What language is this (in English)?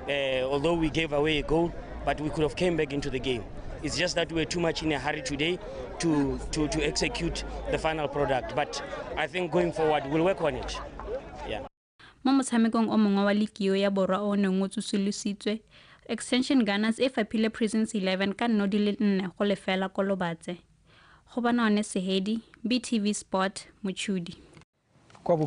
Tswana